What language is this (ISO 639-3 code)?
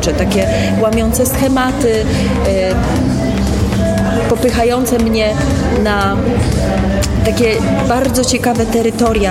pol